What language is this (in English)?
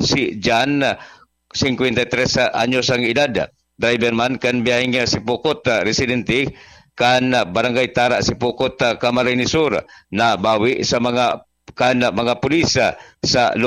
Bikol